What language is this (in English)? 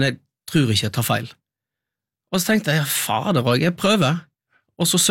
Norwegian